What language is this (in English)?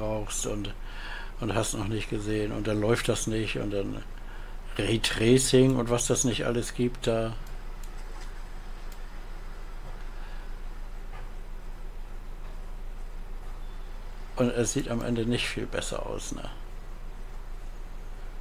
German